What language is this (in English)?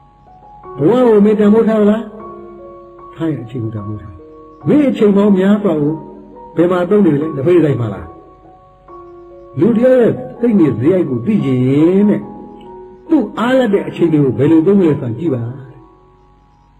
Burmese